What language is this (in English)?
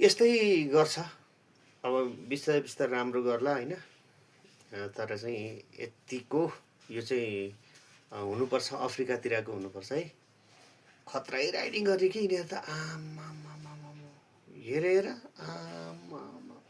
Nepali